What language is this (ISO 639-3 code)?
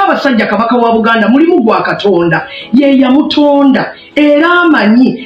lug